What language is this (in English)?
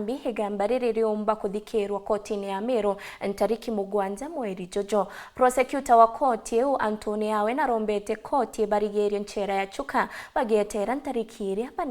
Meru